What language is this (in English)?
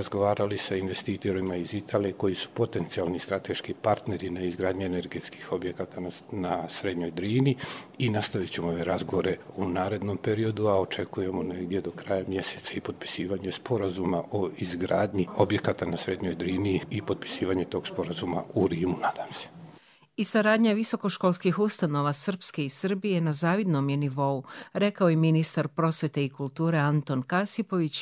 Serbian